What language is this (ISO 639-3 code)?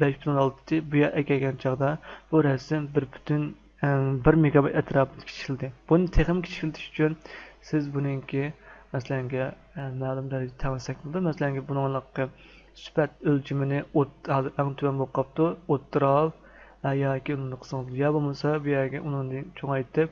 uig